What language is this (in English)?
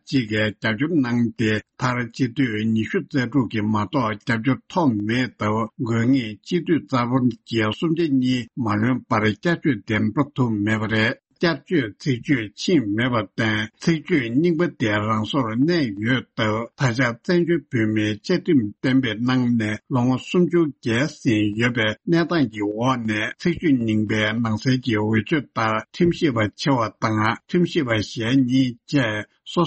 Tibetan